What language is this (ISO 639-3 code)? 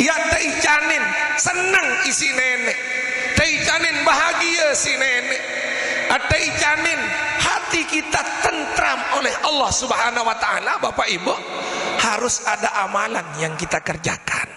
sas